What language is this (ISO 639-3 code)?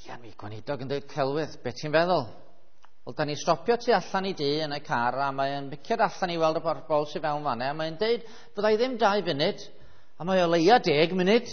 cym